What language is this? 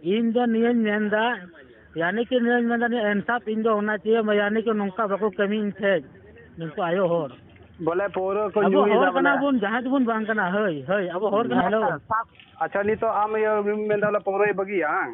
Santali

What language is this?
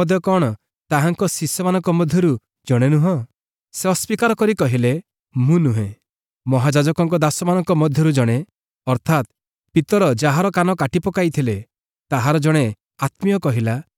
Odia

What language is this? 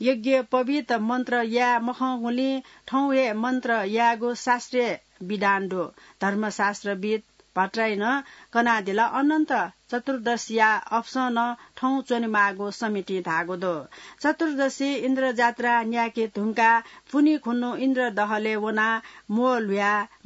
Newari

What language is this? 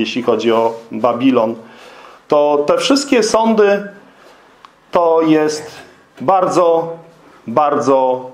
Polish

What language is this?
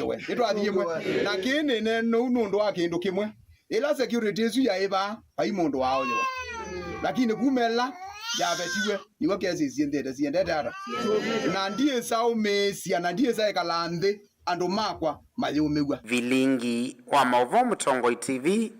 Kamba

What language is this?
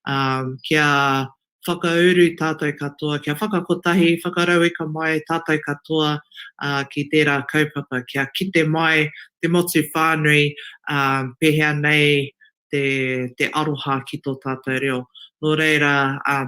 Māori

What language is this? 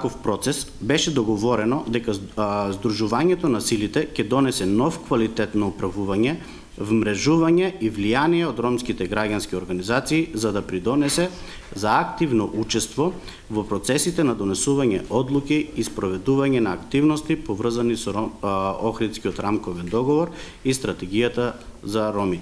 Macedonian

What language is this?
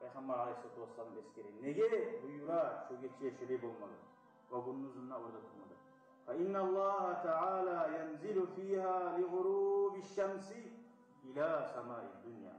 Kumyk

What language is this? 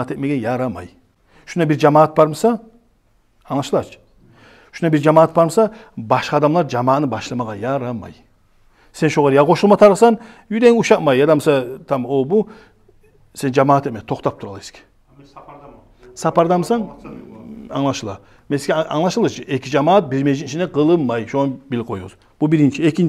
Kumyk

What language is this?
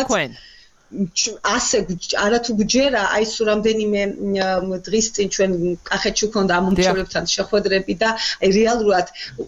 Georgian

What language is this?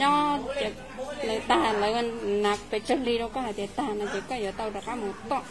Hmong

